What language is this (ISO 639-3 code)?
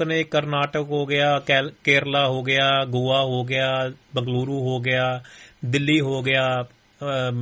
pan